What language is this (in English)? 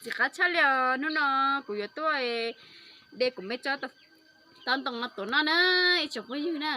Hmong